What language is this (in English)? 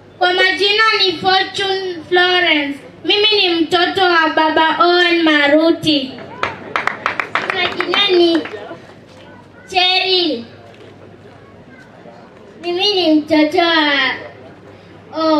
Swahili